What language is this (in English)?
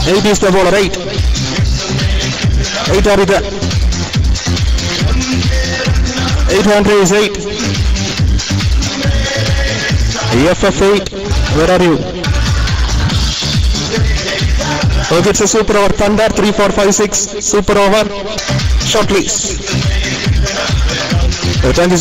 English